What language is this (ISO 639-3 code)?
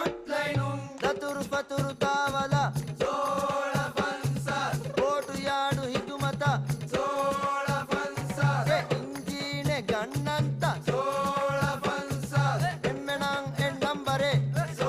div